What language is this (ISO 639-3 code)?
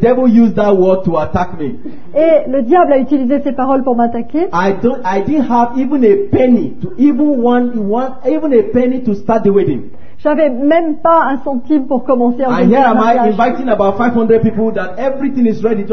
fra